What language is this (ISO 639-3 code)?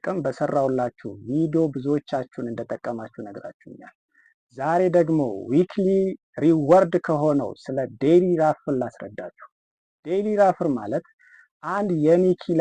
amh